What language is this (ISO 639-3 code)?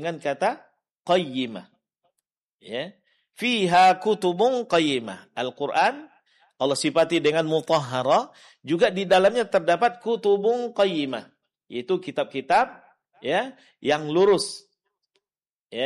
ind